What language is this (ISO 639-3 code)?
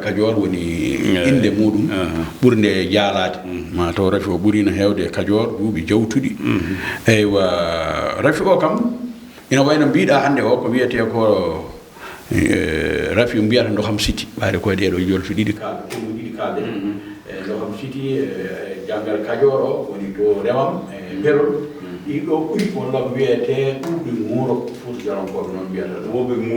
ful